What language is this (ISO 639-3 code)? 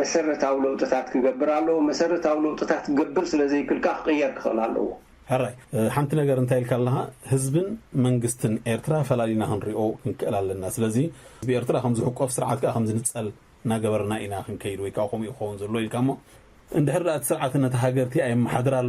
tir